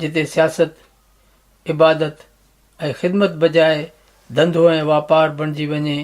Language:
Sindhi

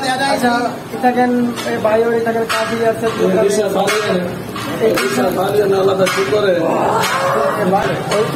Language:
Saraiki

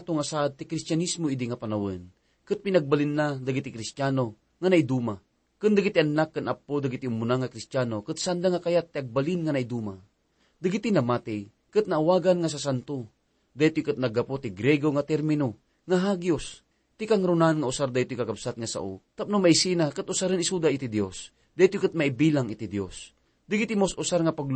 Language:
Iloko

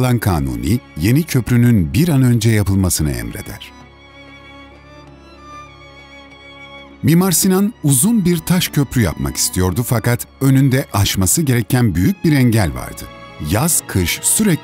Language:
Turkish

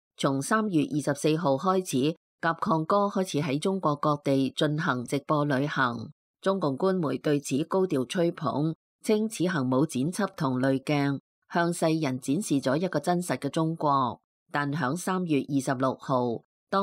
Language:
Cantonese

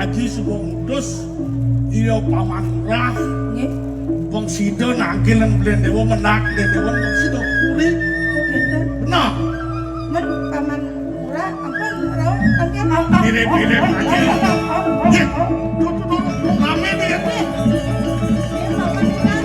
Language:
Balinese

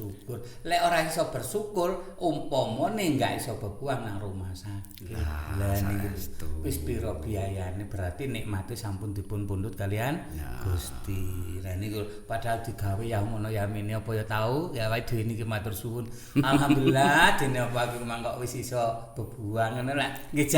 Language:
Javanese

